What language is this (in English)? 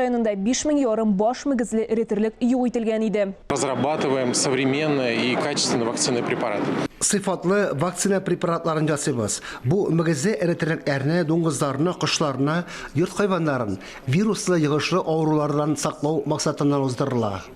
Tatar